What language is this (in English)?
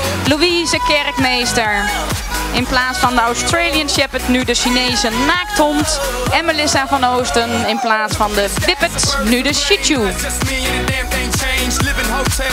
Dutch